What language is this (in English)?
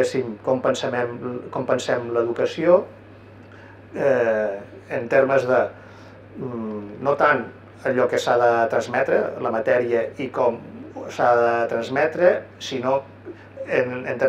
Catalan